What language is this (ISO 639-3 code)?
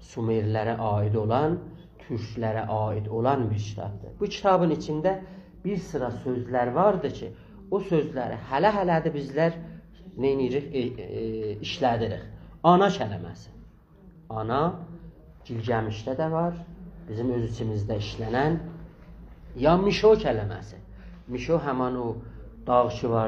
azb